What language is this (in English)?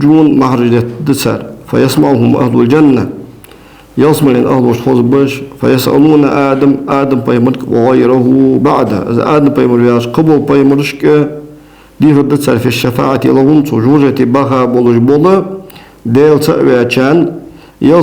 Ingush